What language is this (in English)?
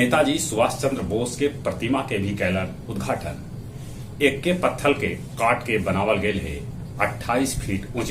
Magahi